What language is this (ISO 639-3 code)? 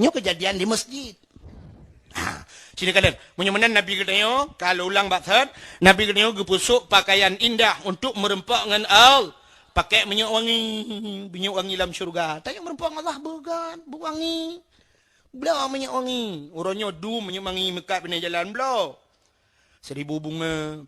ace